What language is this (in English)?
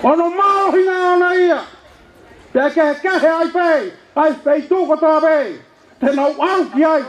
Tongan